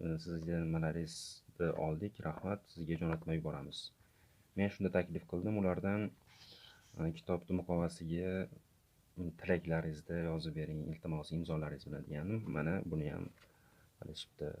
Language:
Uzbek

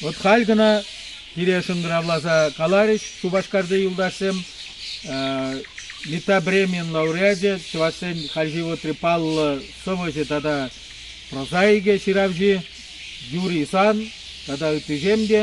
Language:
Chuvash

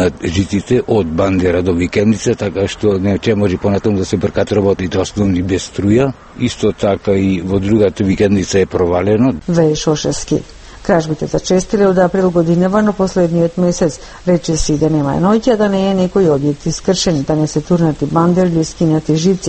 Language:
Macedonian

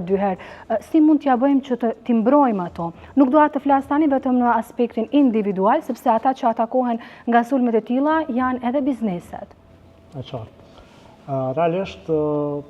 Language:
Albanian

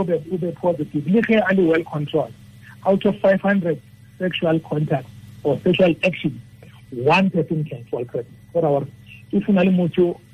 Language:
Tswana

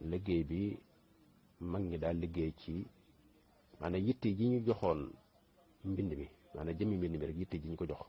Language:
Wolof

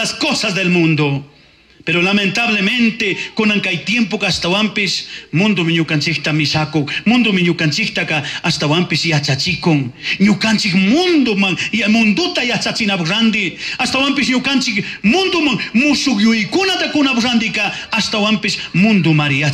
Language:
Chimborazo Highland Quichua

